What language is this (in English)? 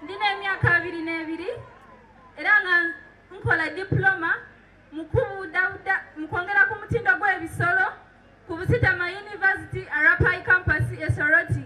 Soga